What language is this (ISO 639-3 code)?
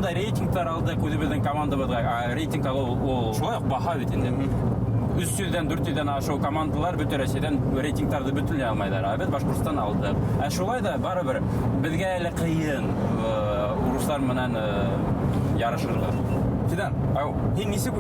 bak